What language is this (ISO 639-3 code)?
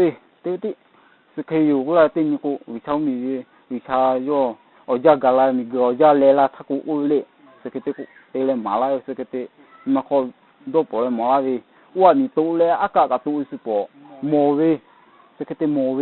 lhu